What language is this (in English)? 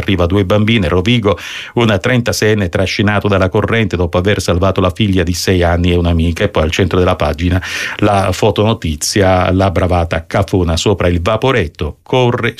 Italian